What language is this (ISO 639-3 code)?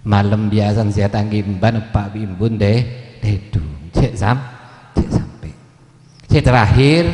mad